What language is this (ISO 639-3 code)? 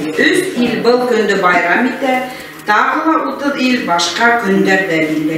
bak